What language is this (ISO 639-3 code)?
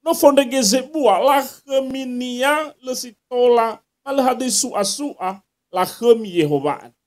nia